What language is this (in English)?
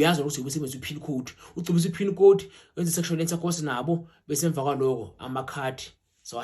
Zulu